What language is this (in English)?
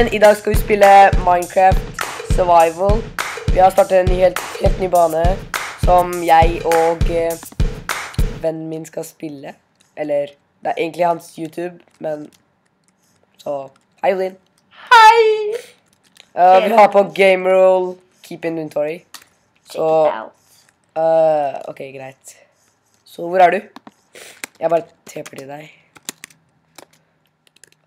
Norwegian